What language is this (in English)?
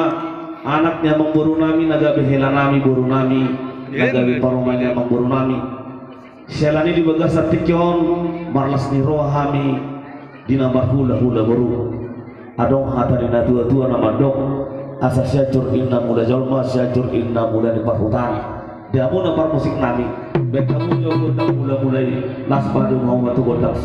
Batak Toba